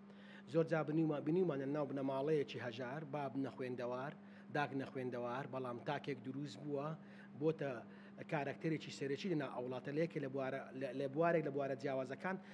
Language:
Central Kurdish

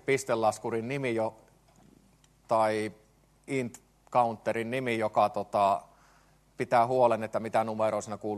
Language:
Finnish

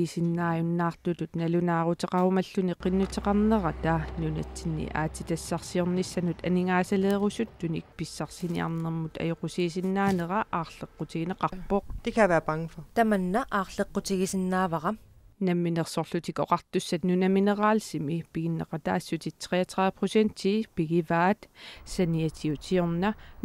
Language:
Kalaallisut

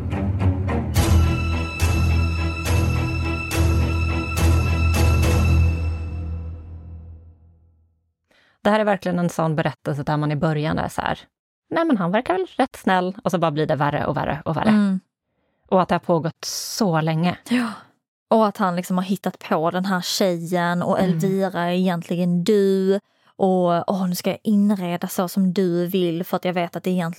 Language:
Swedish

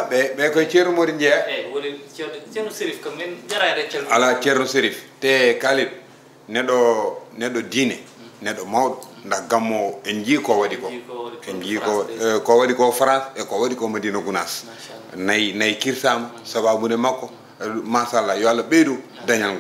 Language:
Fula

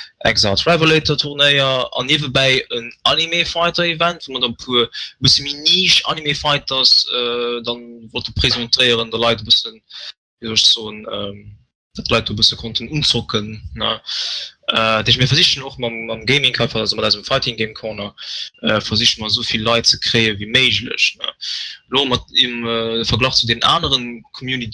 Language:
Luxembourgish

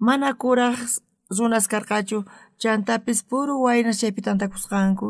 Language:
South Bolivian Quechua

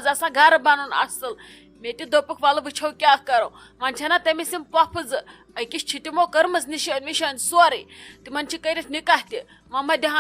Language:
Kashmiri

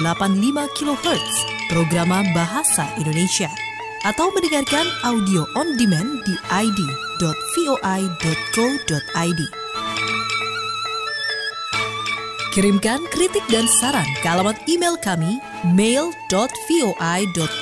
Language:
Indonesian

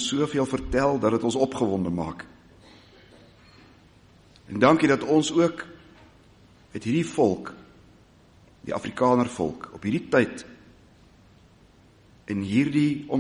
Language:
Afrikaans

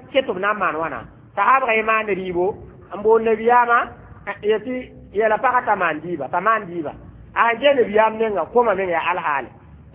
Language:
Mossi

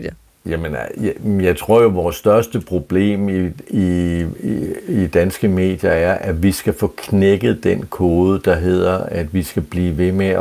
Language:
Danish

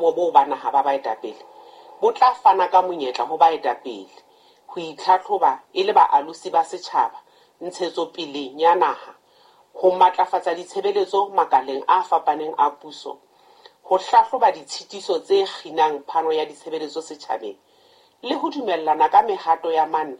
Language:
Southern Sotho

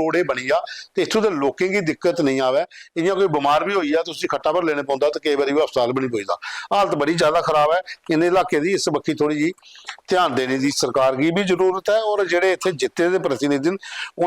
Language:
Dogri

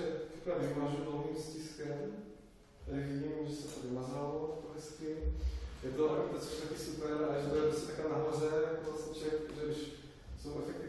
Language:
Czech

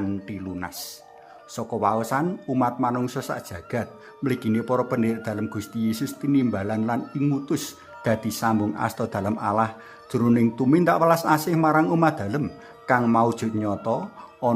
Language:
Javanese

